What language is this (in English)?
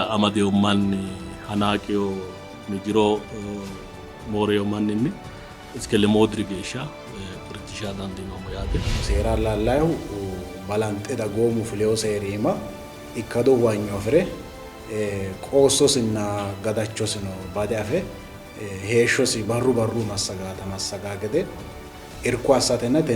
Sidamo